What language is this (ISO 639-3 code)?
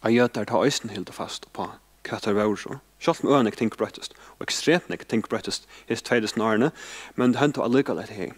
fao